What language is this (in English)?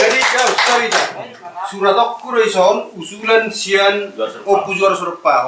Batak Toba